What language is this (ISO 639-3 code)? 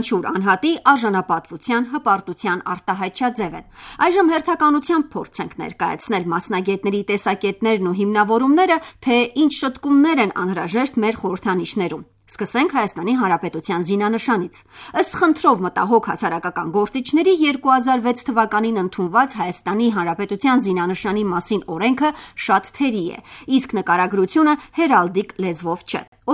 hye